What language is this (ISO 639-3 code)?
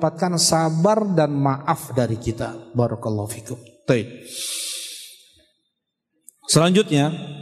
ind